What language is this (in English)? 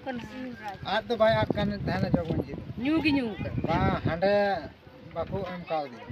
Santali